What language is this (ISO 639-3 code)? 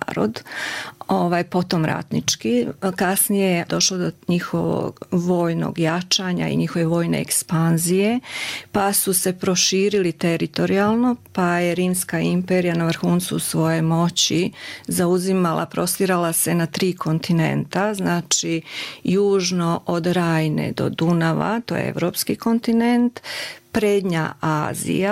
srp